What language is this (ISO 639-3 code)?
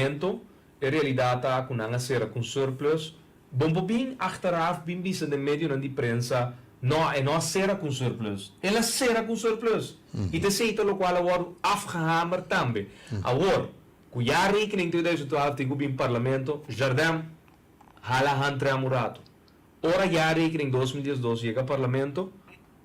pap